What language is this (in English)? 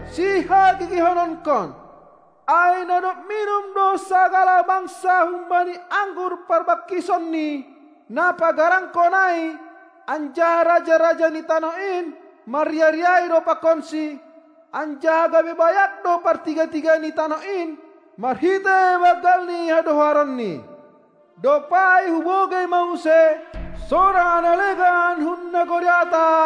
Batak Simalungun